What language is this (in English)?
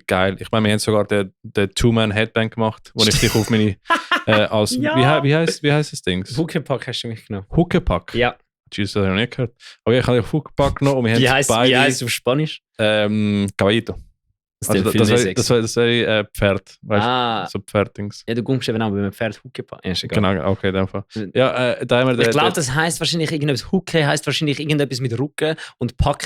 Swiss German